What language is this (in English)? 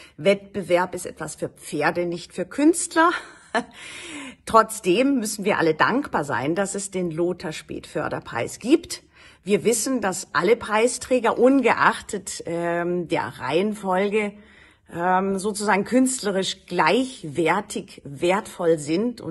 German